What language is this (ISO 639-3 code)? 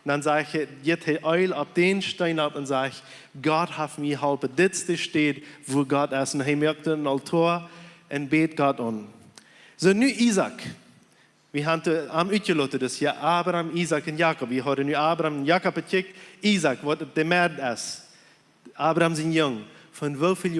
pdt